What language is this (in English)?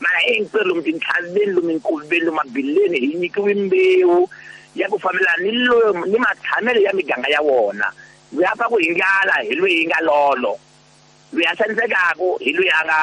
Tsonga